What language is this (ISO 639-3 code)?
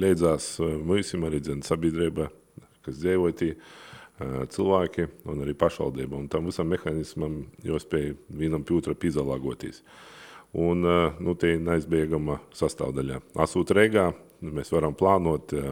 lav